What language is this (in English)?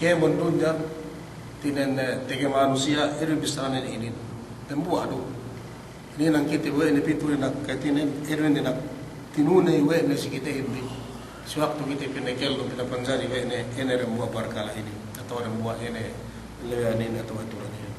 Yakan